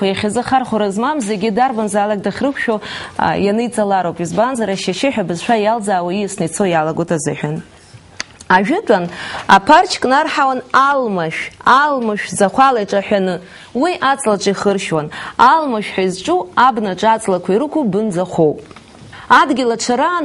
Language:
Abkhazian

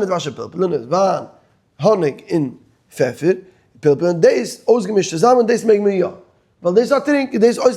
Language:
Yiddish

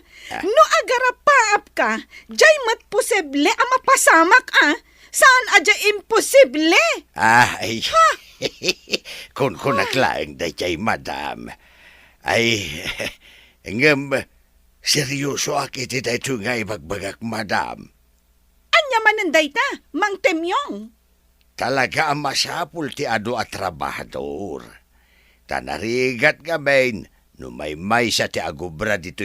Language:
Iloko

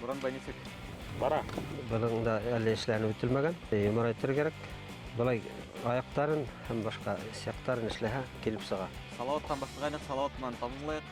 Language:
Bashkir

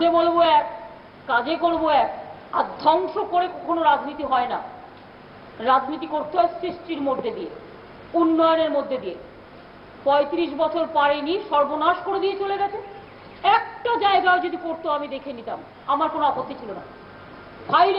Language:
Bangla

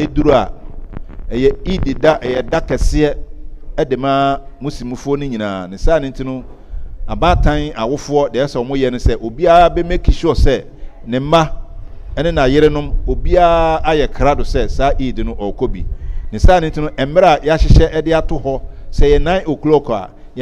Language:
Akan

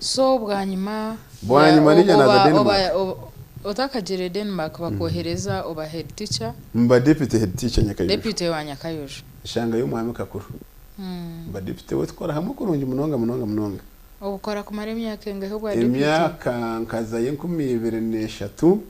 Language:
Nyankole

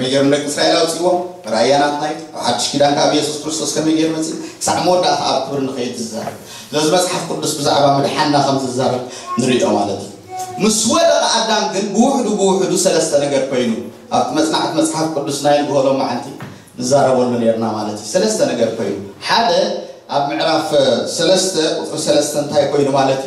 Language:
Tigrinya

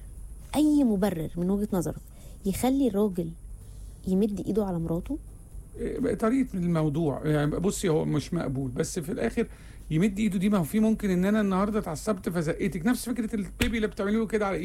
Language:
Egyptian Arabic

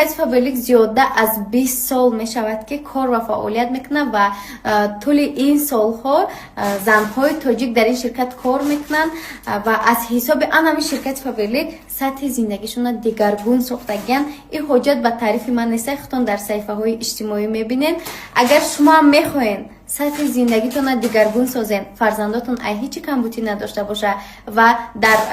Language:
Tajik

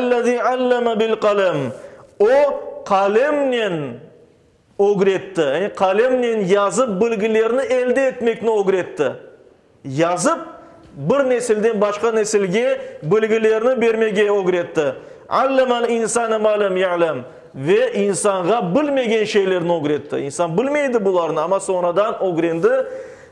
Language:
Crimean Tatar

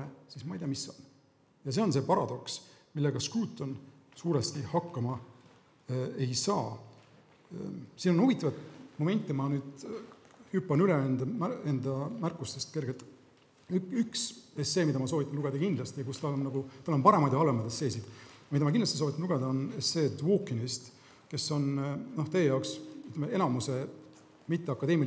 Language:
Estonian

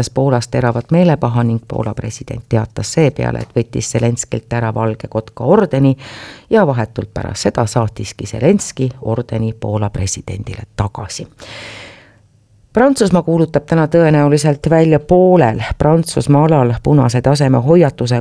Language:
Estonian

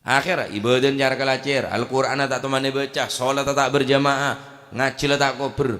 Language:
Madurese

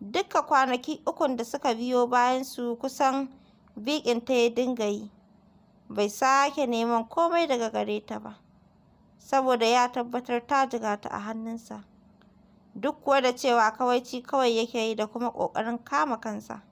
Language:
Hausa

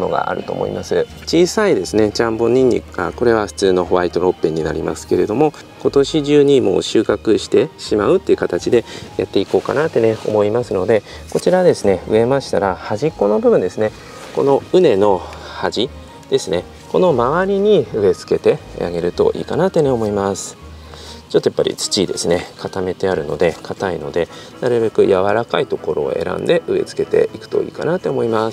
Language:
Japanese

